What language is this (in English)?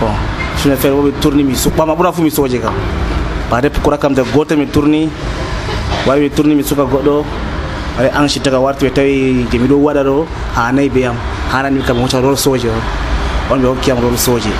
Nigerian Fulfulde